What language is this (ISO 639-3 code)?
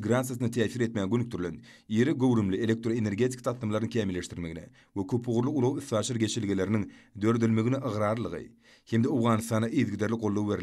tuk